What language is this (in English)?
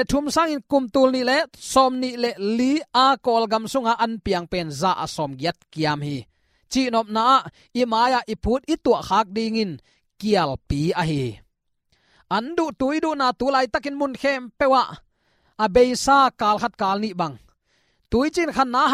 Tedim Chin